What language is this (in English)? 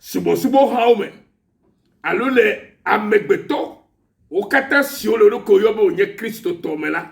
Ewe